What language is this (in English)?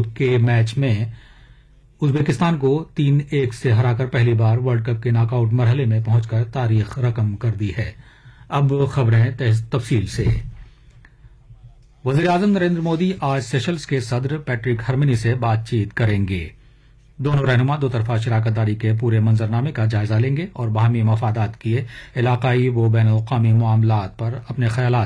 Urdu